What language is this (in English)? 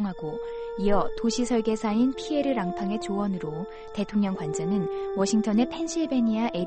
Korean